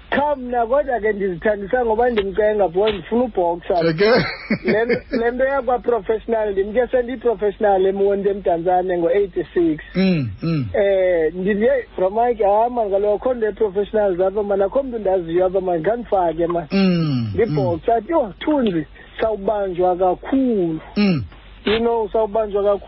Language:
Xhosa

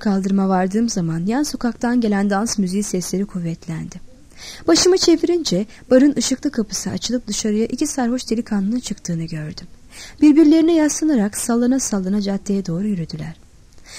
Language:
Turkish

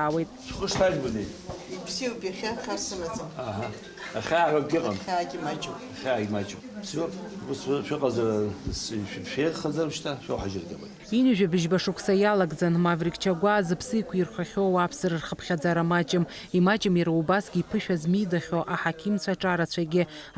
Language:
Abkhazian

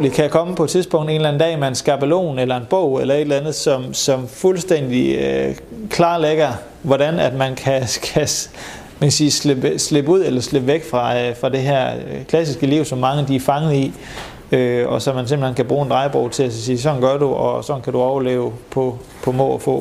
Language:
Danish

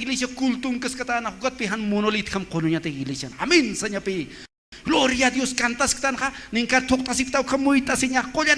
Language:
Aymara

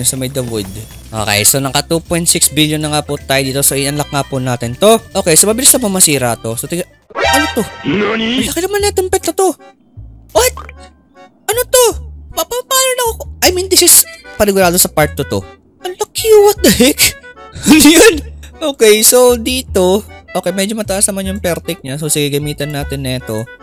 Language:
Filipino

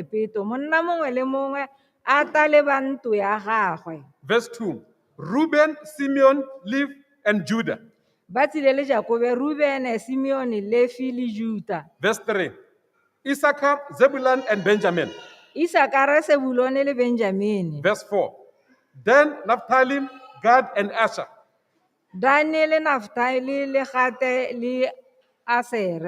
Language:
Tswana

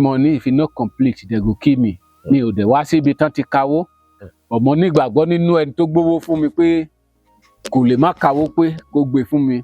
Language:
Yoruba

